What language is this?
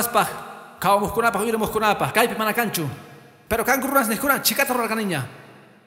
Quechua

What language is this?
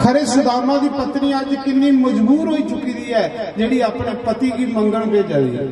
Dogri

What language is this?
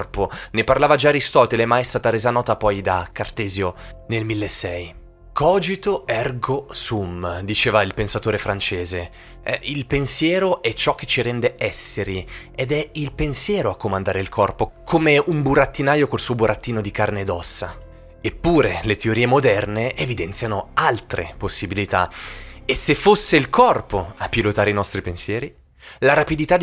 Italian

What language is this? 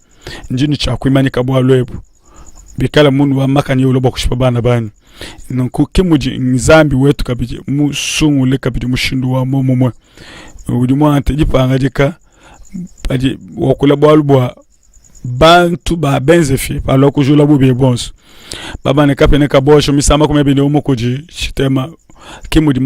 Luba-Lulua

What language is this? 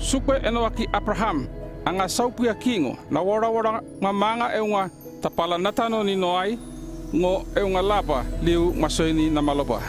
North Efate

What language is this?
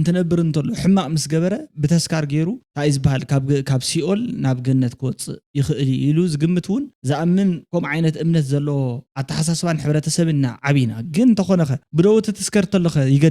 Tigrinya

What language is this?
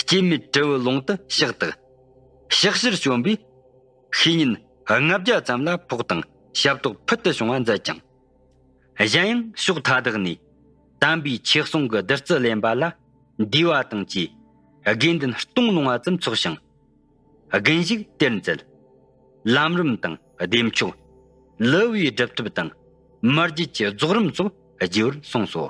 Tibetan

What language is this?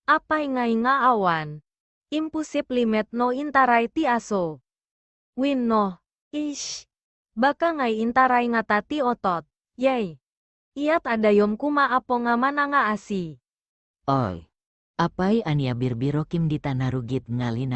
Iloko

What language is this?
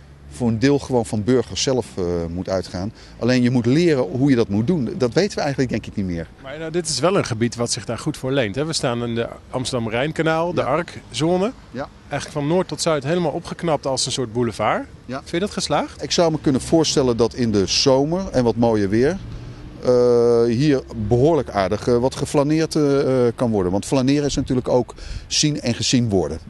Dutch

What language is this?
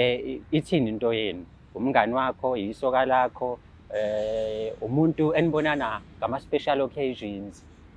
Zulu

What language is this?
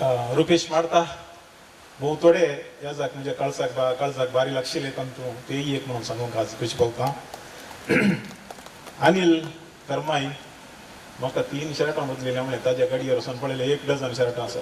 Konkani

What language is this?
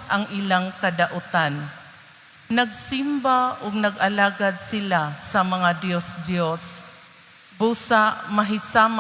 Cebuano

